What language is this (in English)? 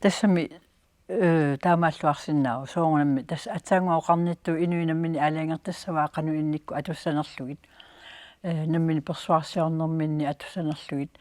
Kalaallisut